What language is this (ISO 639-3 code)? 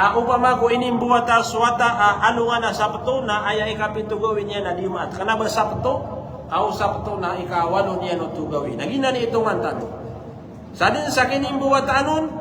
mrw